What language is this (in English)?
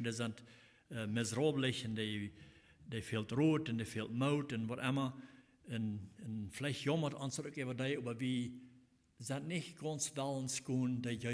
Plautdietsch